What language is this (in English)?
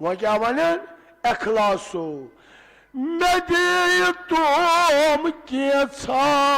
Kashmiri